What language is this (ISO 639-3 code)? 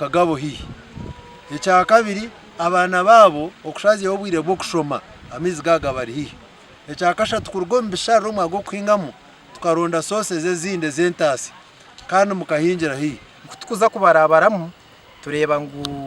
nyn